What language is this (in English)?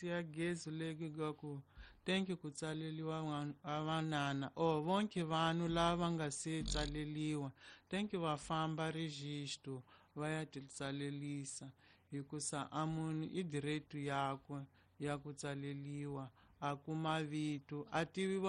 Tsonga